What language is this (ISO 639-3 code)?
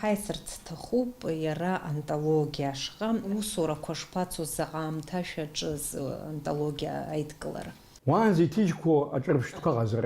abk